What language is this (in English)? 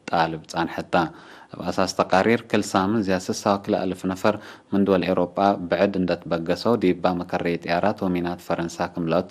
Tigre